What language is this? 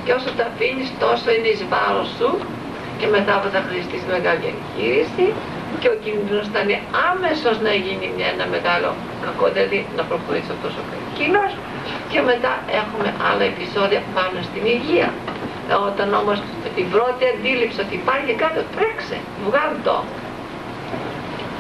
Greek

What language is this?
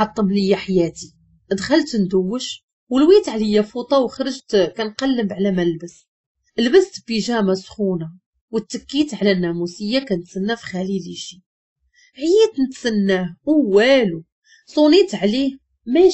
Moroccan Arabic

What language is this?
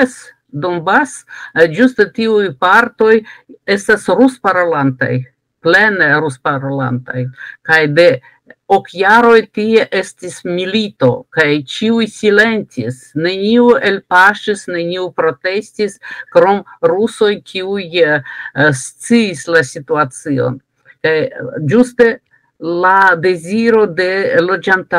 Esperanto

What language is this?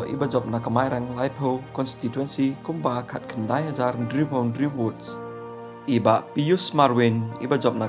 Khasi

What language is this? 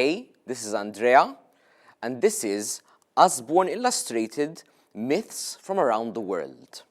English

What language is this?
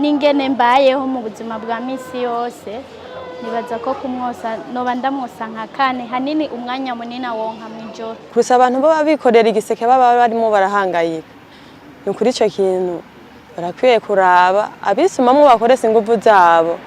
Rundi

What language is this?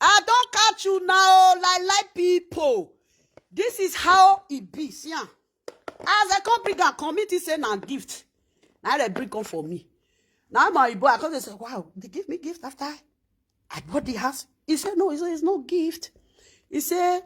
Nigerian Pidgin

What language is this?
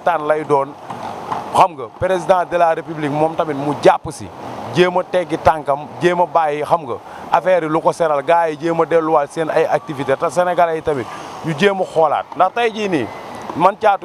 Wolof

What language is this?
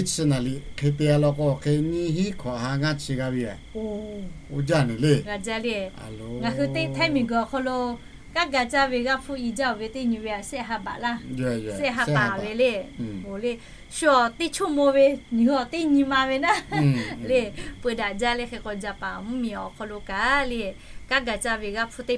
Lahu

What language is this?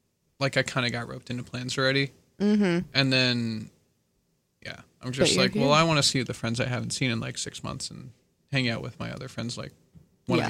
English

